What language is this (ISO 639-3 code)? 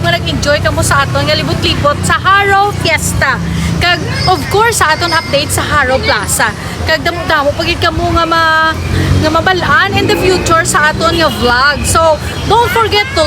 hil